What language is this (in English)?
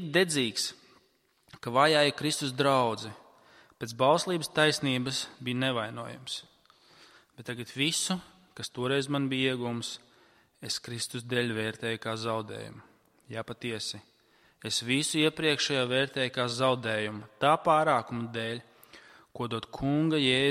Latvian